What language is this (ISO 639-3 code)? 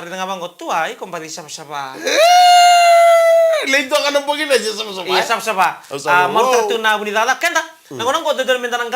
fij